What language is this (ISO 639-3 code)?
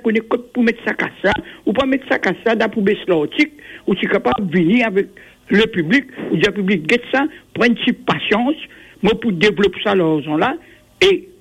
mfe